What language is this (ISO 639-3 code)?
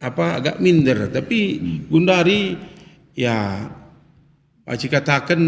btx